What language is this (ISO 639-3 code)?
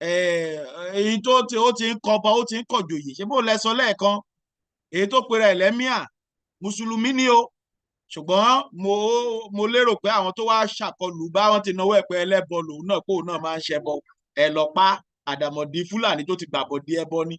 yor